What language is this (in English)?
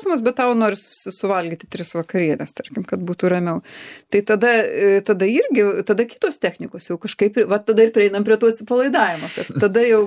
Lithuanian